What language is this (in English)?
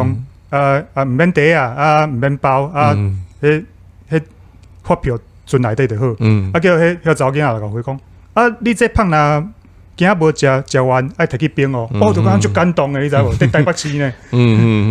Min Nan Chinese